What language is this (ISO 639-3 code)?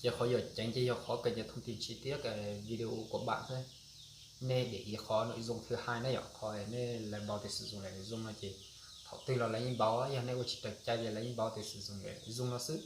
hmn